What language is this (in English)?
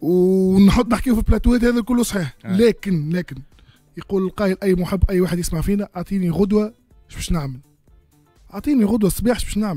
Tunisian Arabic